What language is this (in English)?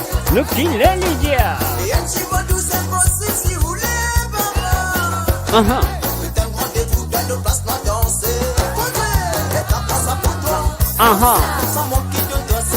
Morisyen